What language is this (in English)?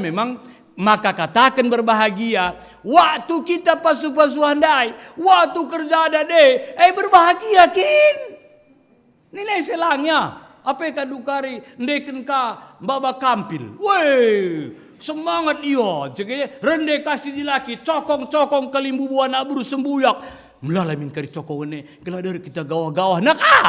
Batak Karo